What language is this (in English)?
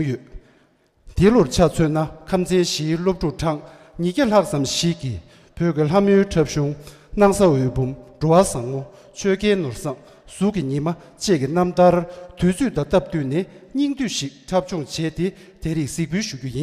Tibetan